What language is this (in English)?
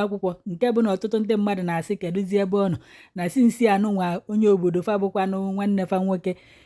Igbo